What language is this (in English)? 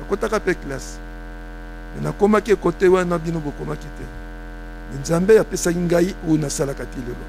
Lingala